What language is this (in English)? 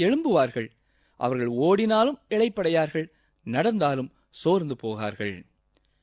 Tamil